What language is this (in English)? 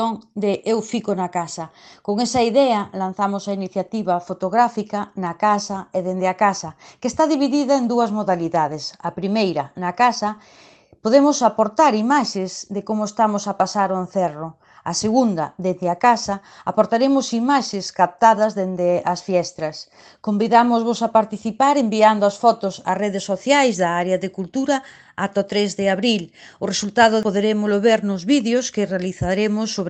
Galician